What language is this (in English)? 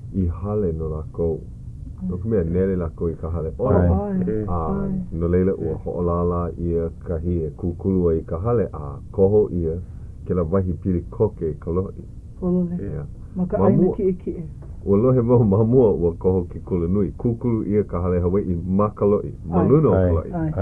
Hawaiian